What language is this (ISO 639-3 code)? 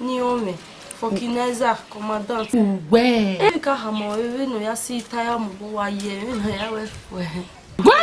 bin